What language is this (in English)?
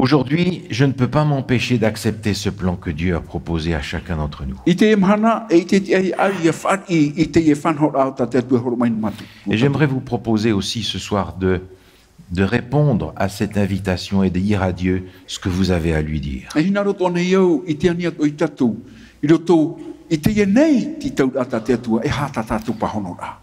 Tahitian